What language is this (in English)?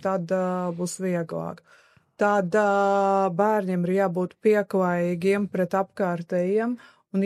Latvian